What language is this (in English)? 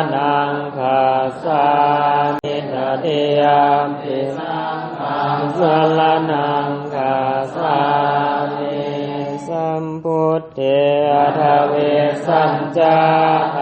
Pali